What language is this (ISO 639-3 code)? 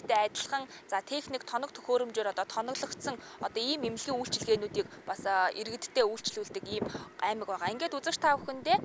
mon